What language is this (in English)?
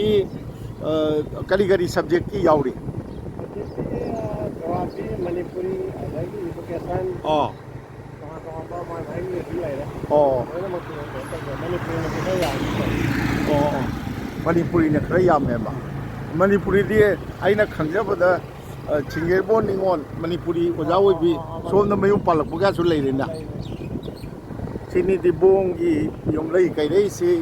Manipuri